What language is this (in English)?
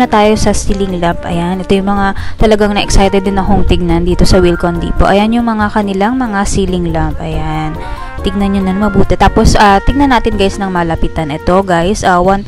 Filipino